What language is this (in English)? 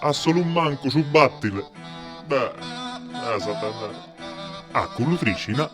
Sardinian